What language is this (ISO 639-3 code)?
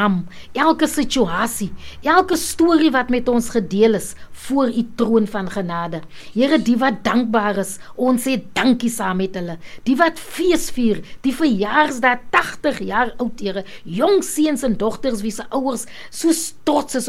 afr